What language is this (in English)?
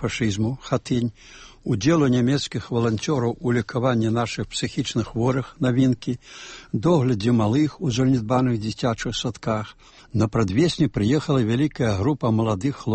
Belarusian